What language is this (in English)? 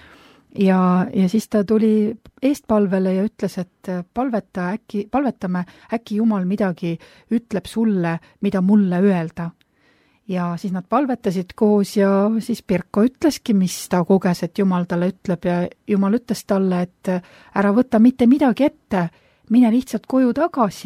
Estonian